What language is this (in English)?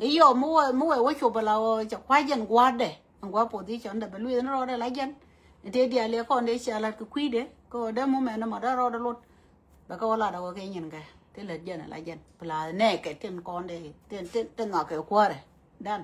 Nuer